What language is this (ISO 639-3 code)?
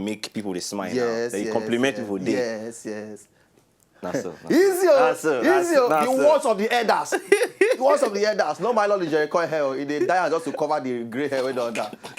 pcm